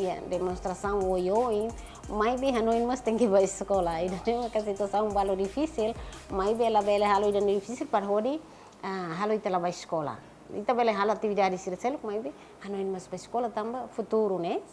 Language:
Tetum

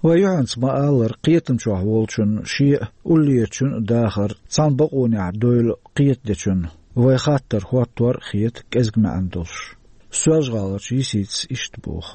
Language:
Chechen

